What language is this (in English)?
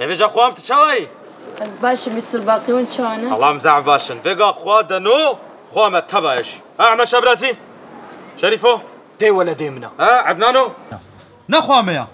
Kurdish